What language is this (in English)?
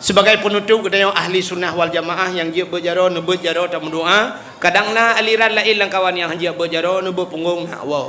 Achinese